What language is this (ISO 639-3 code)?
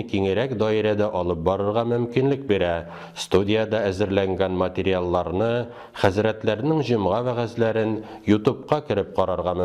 tat